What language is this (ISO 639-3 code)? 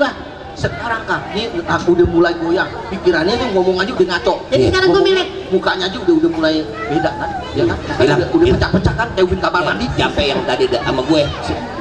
bew